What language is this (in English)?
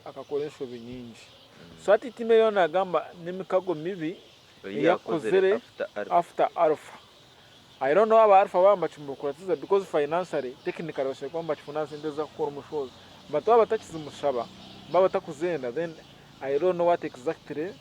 Nyankole